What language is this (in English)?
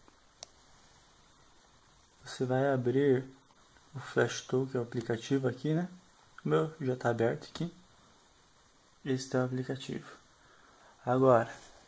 Portuguese